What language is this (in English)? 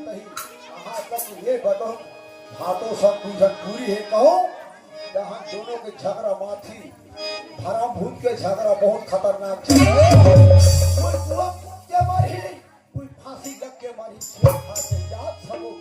Chhattisgarhi